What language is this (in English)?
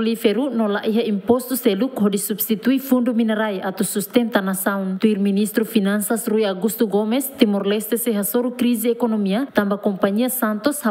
Tetum